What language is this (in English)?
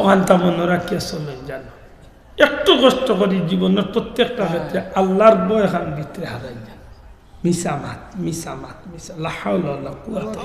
Sylheti